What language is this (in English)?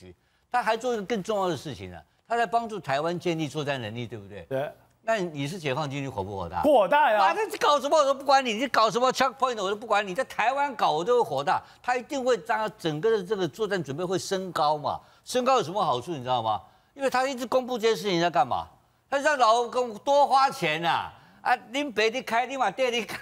Chinese